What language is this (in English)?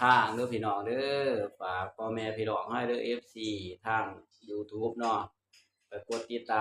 Northeastern Thai